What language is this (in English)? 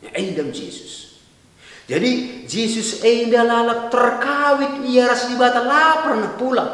Batak Karo